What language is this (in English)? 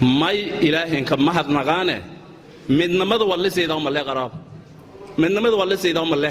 Somali